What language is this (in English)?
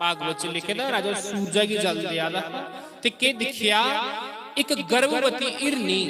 Dogri